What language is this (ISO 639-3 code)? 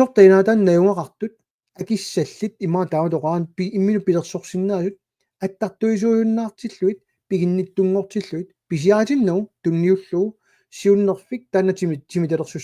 kal